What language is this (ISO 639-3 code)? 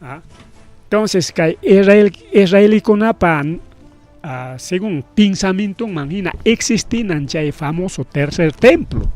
quy